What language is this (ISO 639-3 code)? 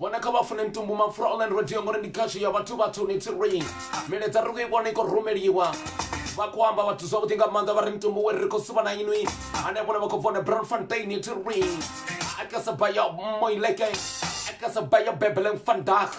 ven